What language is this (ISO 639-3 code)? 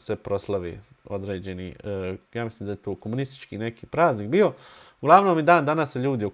bos